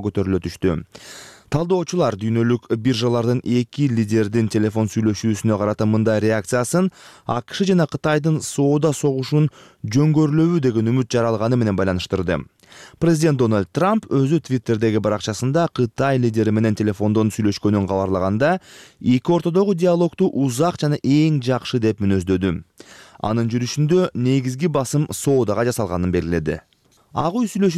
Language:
Kyrgyz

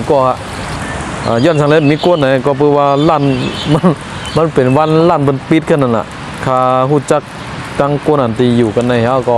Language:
Shan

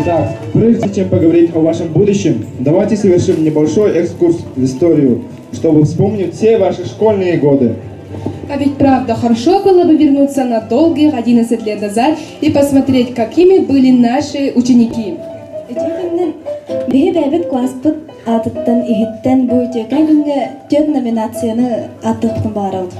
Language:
Yakut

